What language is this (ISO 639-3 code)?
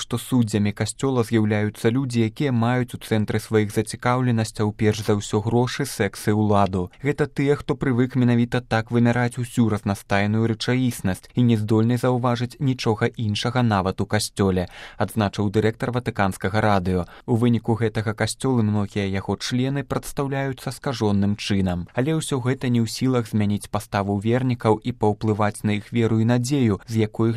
bel